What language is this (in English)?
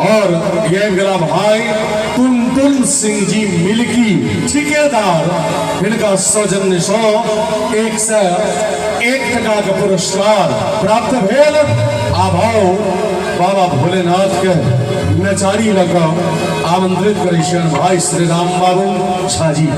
Maithili